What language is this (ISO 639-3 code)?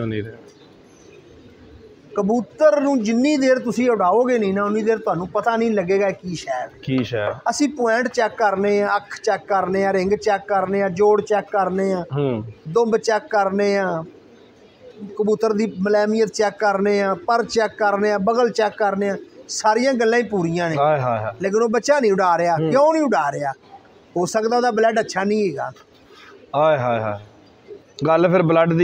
pan